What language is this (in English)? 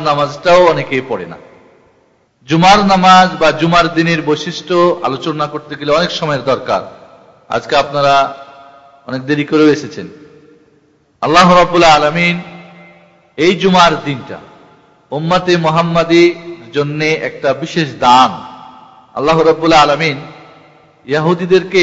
Bangla